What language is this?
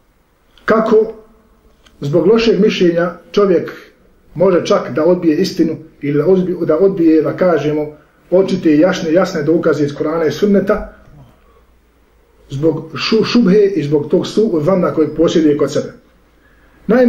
Bosnian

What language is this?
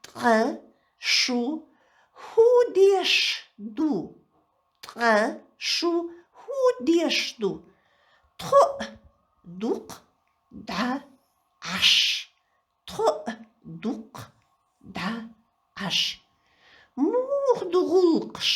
Chechen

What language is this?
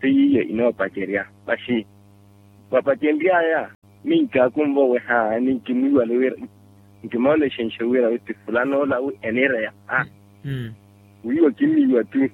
Makhuwa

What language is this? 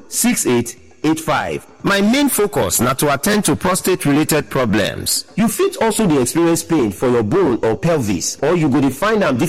Nigerian Pidgin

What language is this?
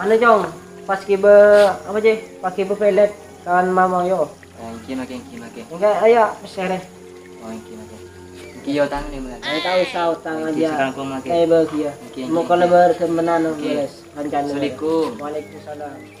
Madurese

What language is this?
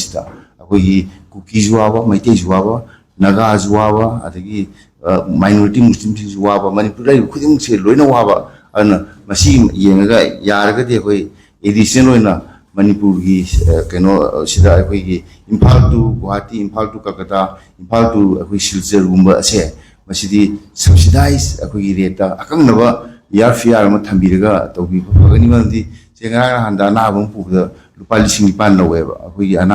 Manipuri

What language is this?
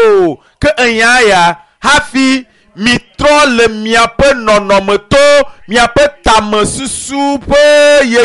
Ewe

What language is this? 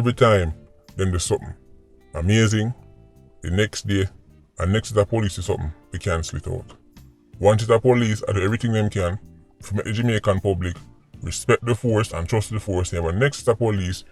Jamaican Creole English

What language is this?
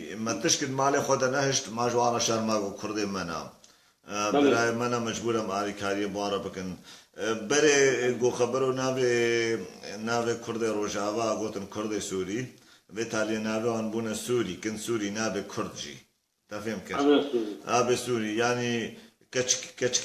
Kurdish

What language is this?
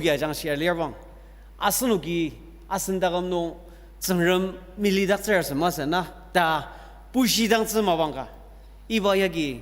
Ao Naga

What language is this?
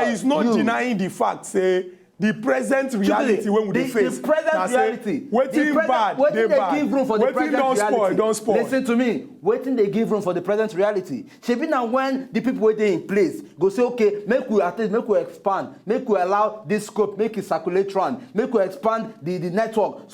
Nigerian Pidgin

